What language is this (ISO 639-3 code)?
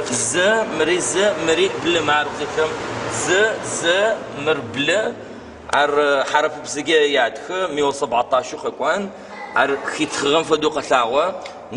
ady